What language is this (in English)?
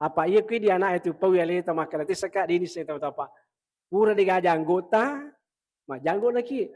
Buginese